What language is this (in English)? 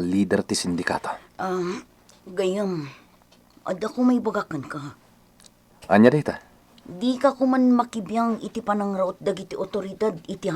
Iloko